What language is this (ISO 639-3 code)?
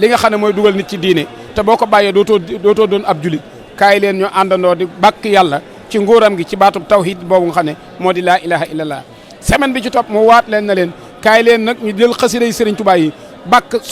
wol